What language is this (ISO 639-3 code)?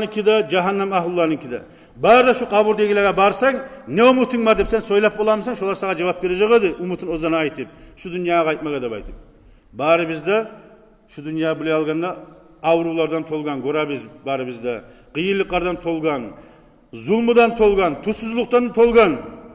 kum